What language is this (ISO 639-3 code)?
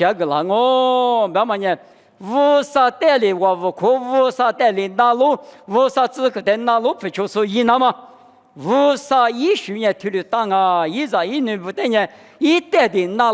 lis